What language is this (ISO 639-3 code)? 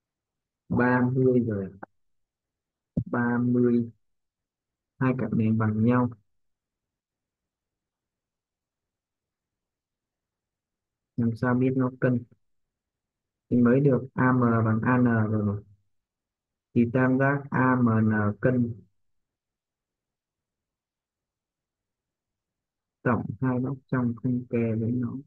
vie